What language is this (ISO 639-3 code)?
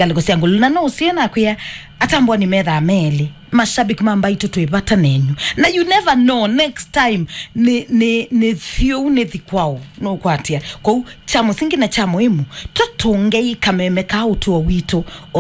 kam